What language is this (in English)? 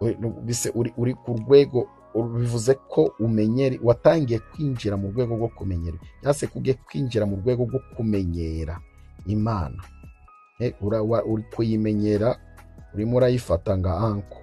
Kinyarwanda